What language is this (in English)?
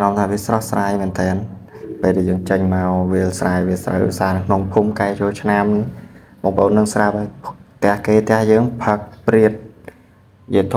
Khmer